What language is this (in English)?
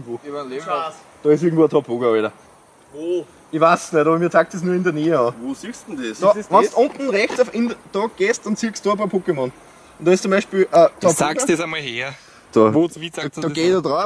Bavarian